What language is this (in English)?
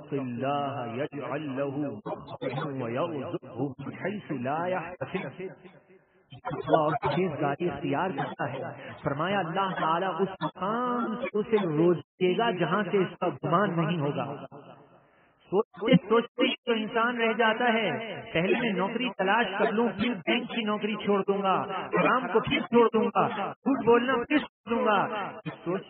Urdu